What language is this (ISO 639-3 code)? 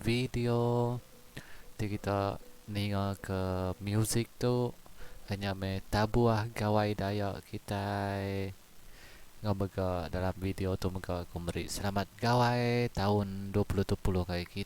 iba